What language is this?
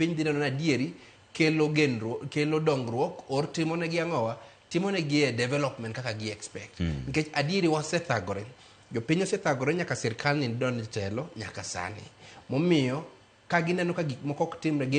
Luo (Kenya and Tanzania)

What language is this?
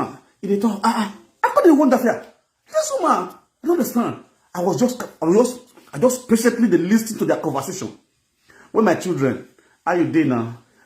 Nigerian Pidgin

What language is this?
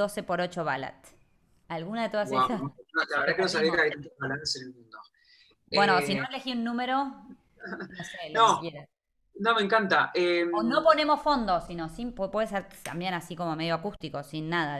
Spanish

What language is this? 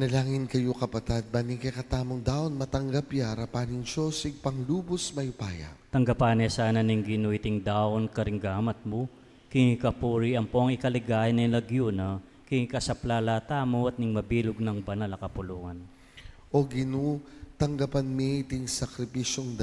Pampanga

